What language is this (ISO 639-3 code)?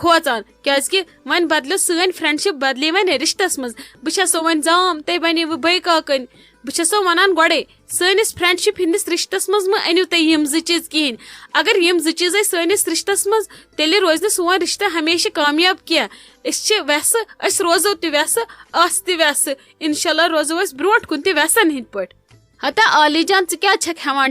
kas